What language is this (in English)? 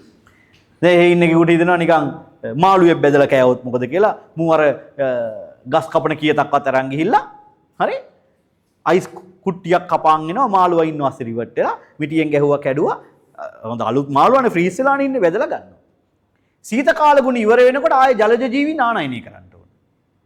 Sinhala